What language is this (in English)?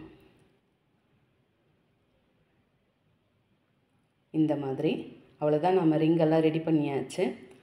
Tamil